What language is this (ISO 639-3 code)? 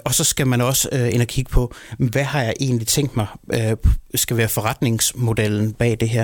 dan